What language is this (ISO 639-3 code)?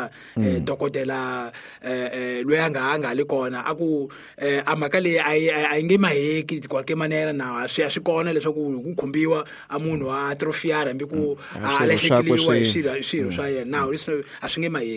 tso